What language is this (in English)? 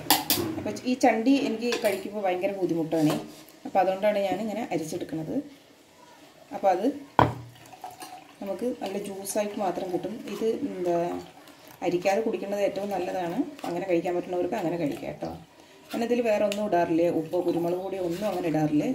Malayalam